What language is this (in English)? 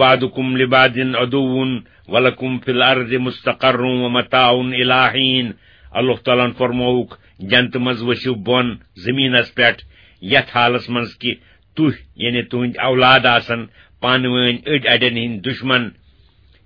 Kashmiri